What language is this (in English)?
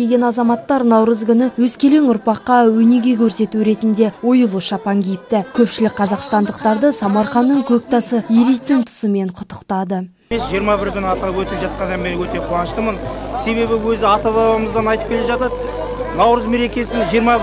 Kazakh